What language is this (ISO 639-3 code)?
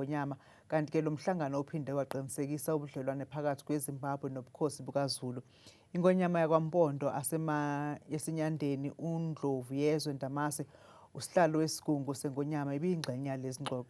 zul